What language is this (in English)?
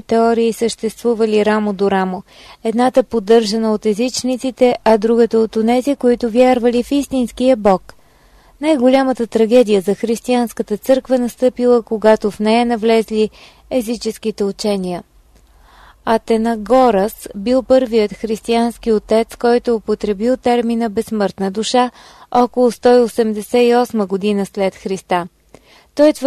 Bulgarian